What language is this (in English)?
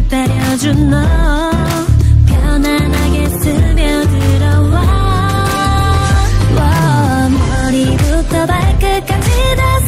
Korean